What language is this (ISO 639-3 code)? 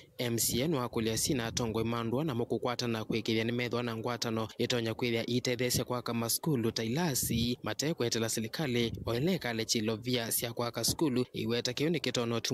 kam